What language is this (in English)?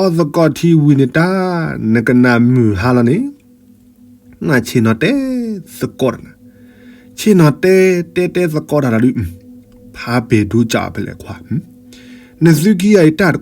S'gaw Karen